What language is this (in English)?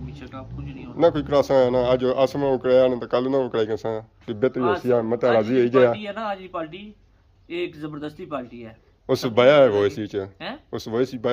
Pahari-Potwari